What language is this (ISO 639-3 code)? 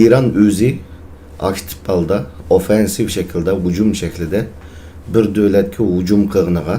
uig